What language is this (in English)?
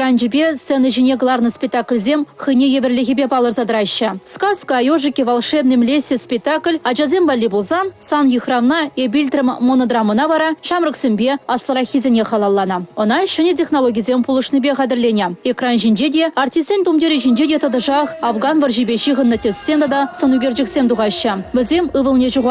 Chuvash